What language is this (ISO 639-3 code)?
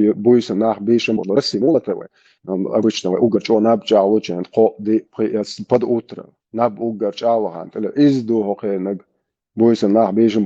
che